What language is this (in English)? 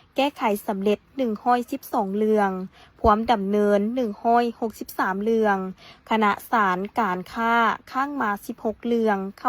Lao